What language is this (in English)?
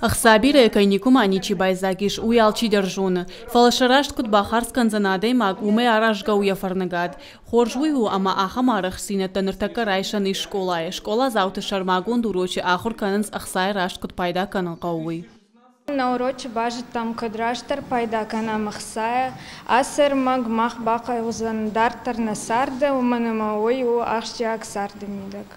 Ossetic